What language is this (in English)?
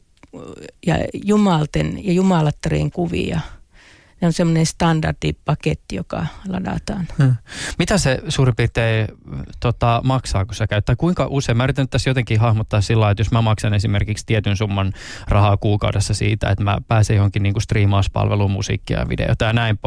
Finnish